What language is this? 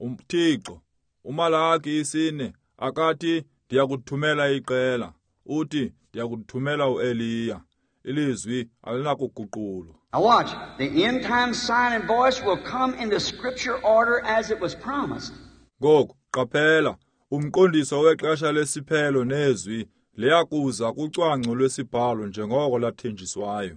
Xhosa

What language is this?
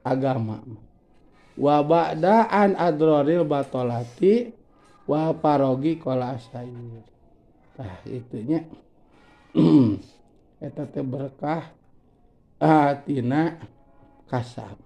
Sundanese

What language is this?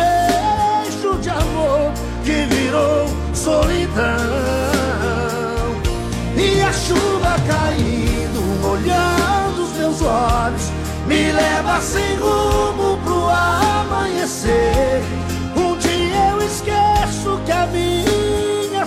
Portuguese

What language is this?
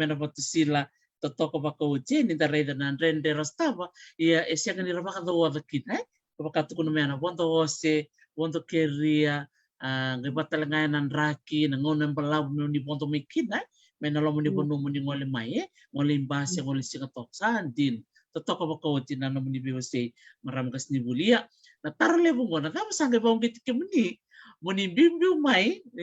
Fijian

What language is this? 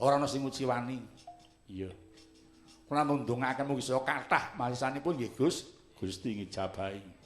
Javanese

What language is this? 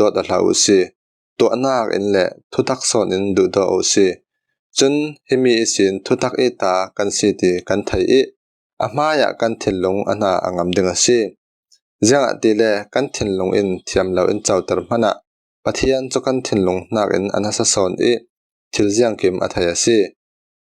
Falam Chin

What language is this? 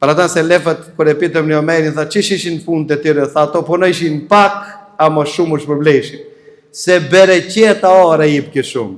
Albanian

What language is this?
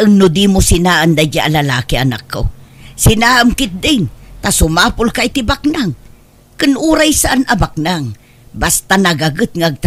Iloko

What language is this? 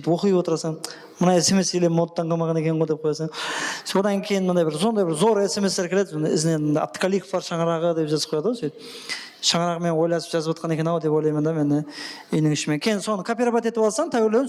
Kara-Kalpak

